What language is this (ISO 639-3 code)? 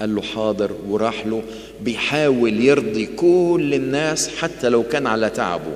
arz